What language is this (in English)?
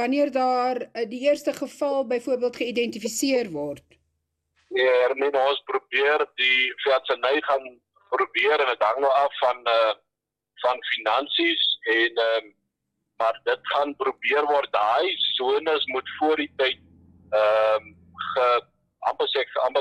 Afrikaans